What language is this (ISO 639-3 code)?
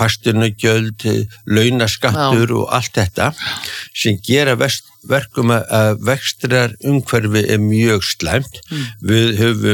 isl